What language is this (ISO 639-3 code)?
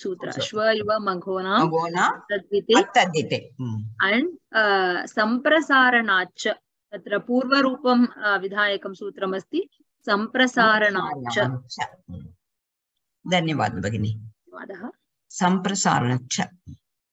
san